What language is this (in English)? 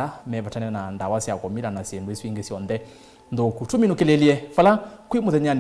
Kamba